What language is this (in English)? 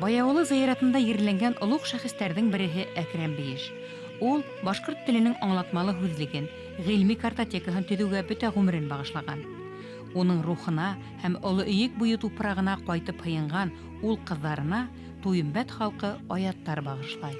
Bashkir